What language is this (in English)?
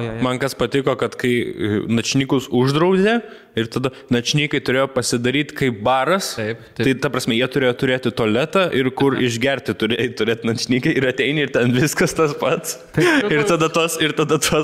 Lithuanian